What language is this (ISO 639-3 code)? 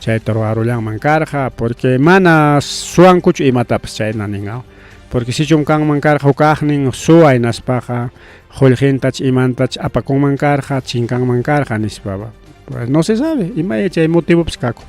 quy